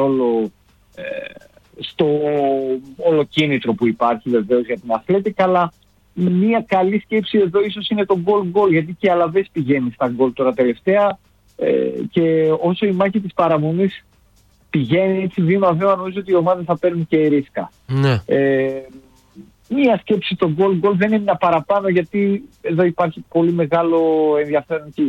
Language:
Greek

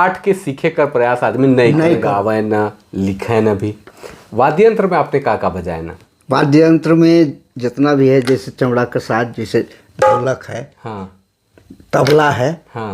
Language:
Sadri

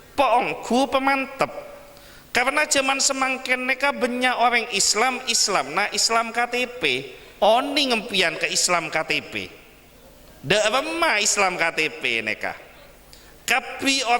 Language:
Madurese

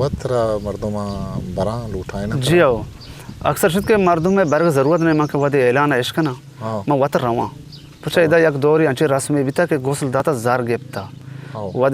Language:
Eastern Balochi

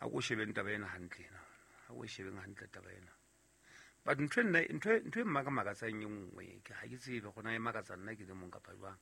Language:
Southern Sotho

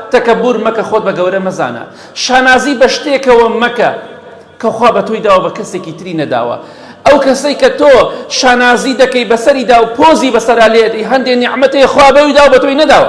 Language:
Central Kurdish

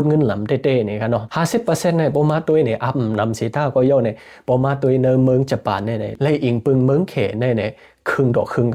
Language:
Shan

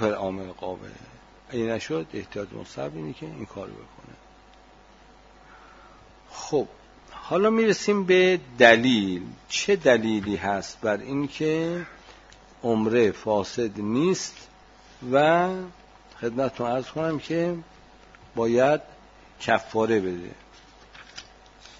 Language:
Persian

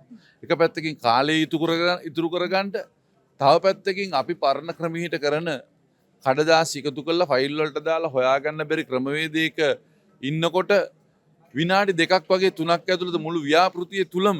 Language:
Sinhala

